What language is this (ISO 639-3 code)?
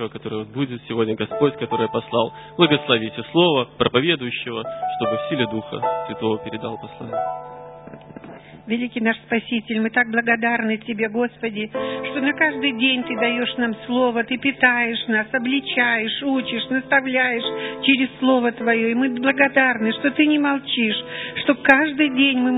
rus